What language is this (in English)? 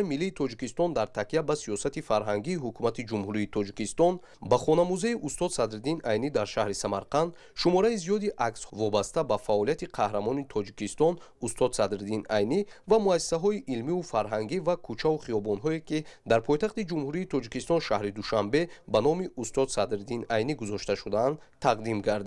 Tajik